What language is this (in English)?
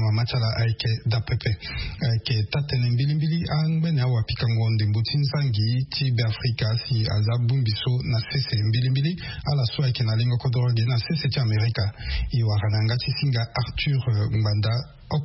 Sango